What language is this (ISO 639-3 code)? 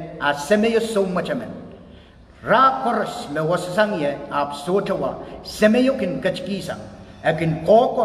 pon